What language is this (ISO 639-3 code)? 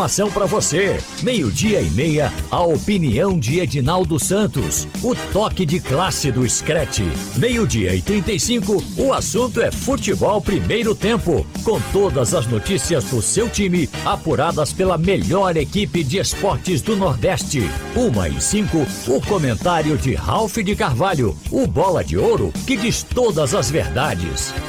por